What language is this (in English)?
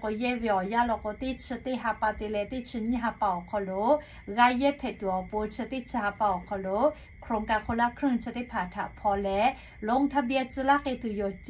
Lahu